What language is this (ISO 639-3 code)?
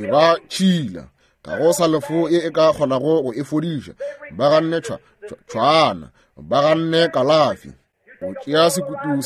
nso